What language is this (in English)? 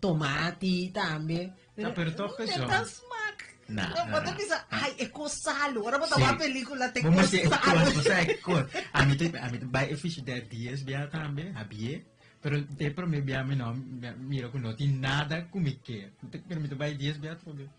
Papiamento